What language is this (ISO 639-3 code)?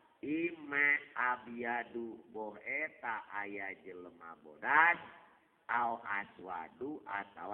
sun